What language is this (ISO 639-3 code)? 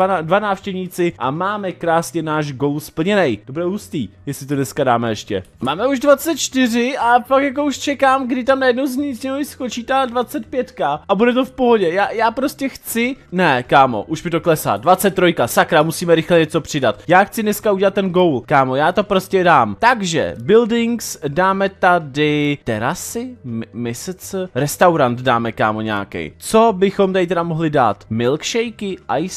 ces